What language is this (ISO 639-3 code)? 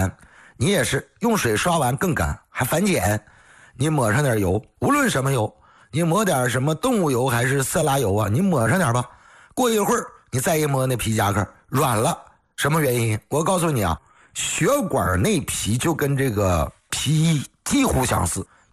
zho